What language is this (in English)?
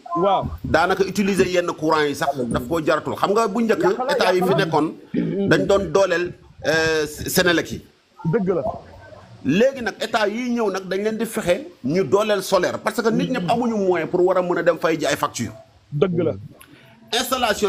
Wolof